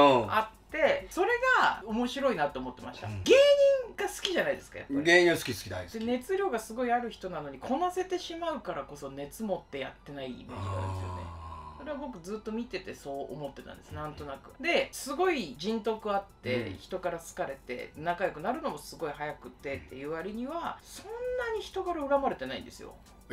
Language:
Japanese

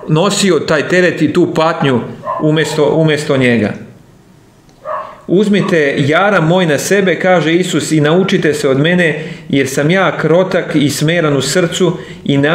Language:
Serbian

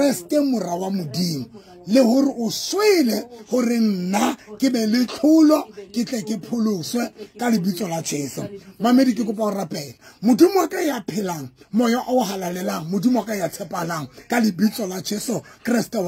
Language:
Southern Sotho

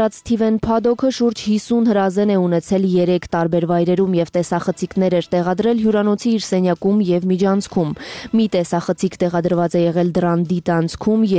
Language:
Armenian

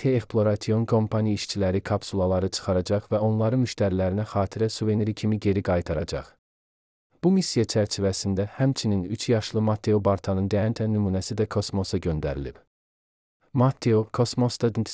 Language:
Azerbaijani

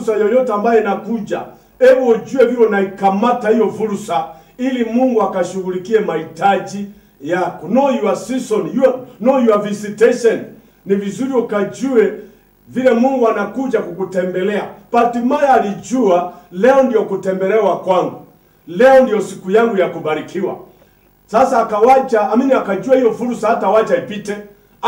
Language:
Swahili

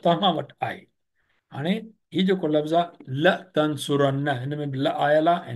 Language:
Sindhi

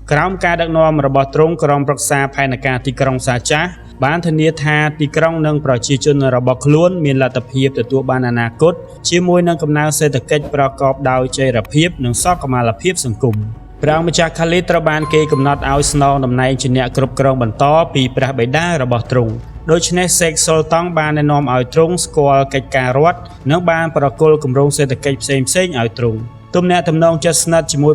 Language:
Khmer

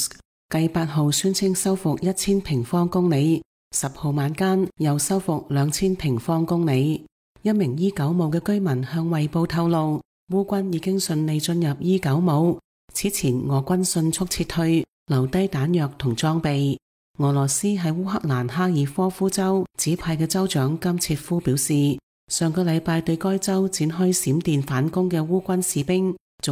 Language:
Cantonese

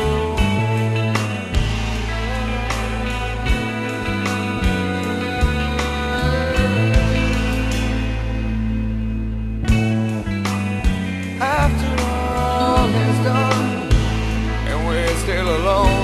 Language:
English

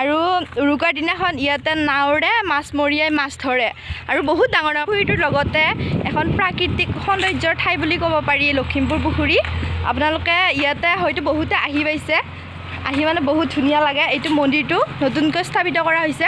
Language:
Assamese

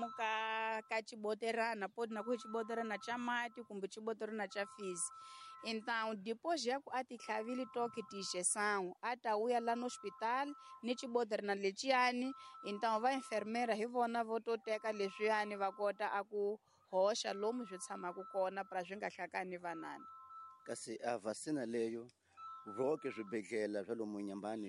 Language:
Tsonga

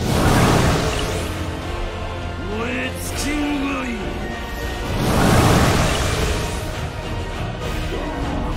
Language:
Japanese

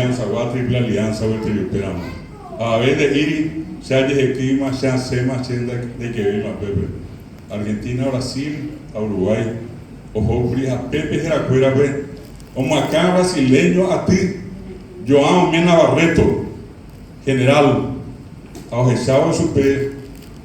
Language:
Guarani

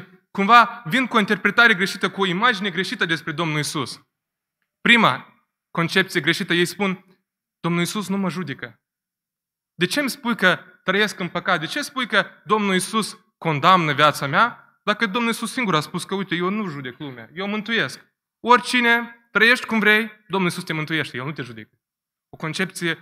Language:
Romanian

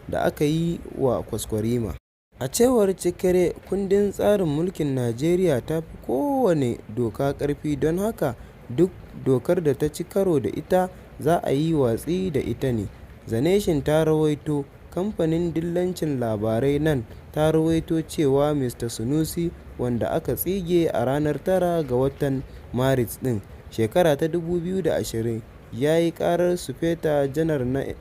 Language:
Hausa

